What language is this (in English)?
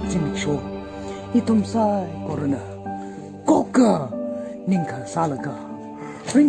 Tangkhul Naga (India)